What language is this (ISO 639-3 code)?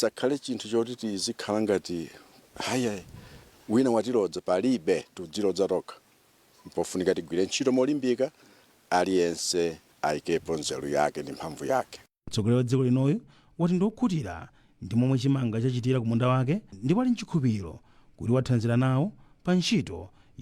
nya